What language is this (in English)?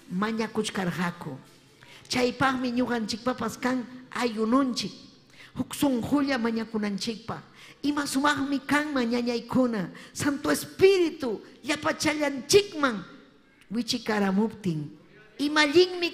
Ayacucho Quechua